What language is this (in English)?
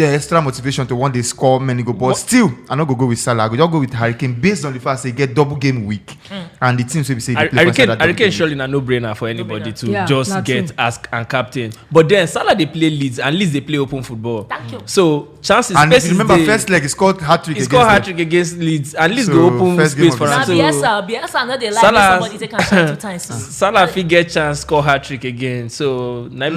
Nigerian Pidgin